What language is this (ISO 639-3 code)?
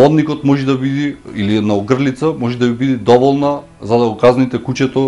mkd